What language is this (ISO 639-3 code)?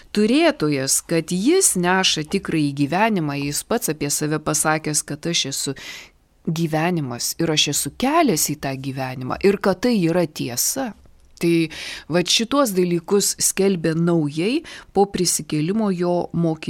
lit